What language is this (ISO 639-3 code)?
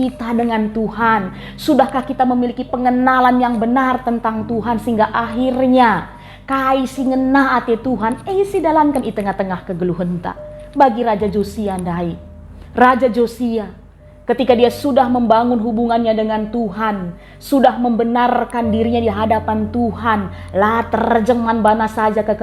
btx